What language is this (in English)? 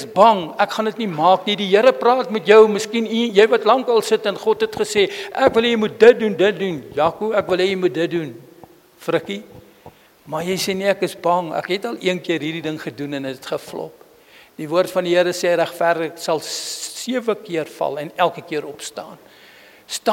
Afrikaans